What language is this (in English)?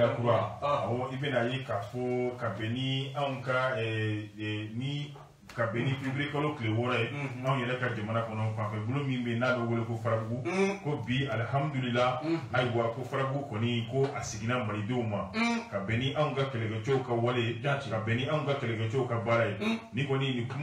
Bambara